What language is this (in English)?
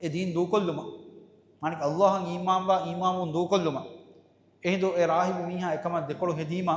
Divehi